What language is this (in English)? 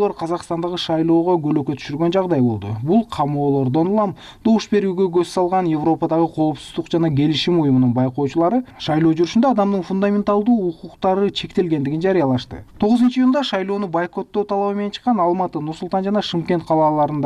Kyrgyz